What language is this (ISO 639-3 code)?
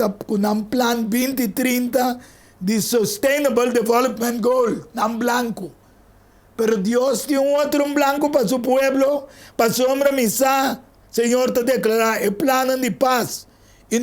pap